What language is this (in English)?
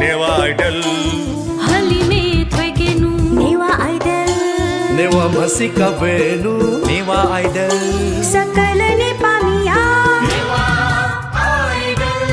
Newari